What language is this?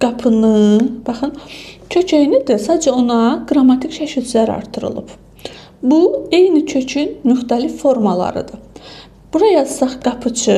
Azerbaijani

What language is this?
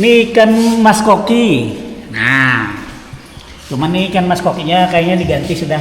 Banjar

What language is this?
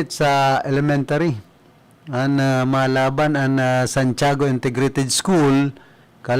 Bikol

